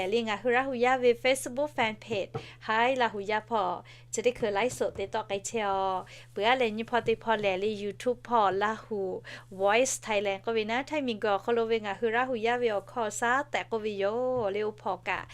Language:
Lahu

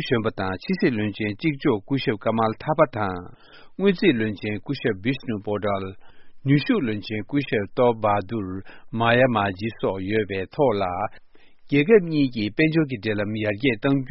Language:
Tibetan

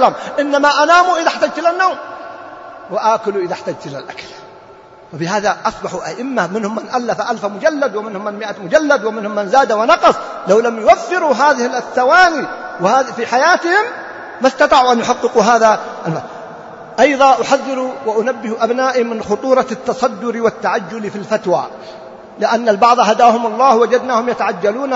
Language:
Arabic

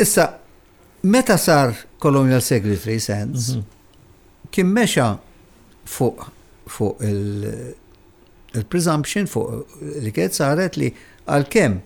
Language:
Maltese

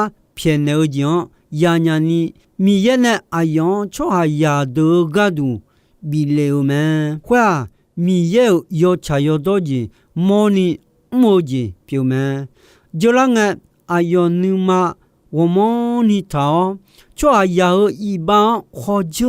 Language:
Akha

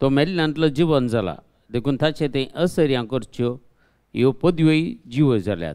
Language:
Konkani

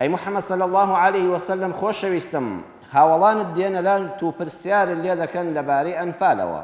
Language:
Central Kurdish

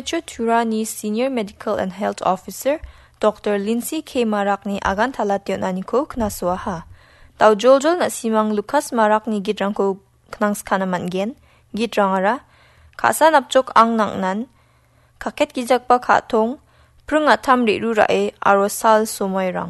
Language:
Garo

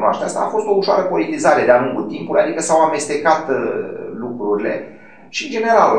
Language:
Romanian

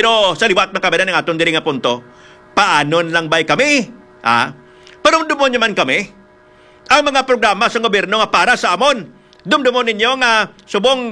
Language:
Hiligaynon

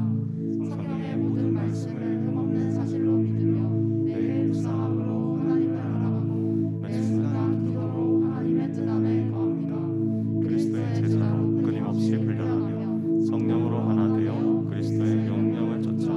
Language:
Korean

